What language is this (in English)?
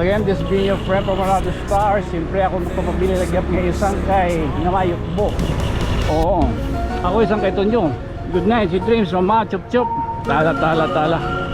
Waray